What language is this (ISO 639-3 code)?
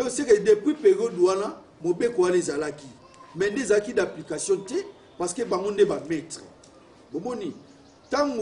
lin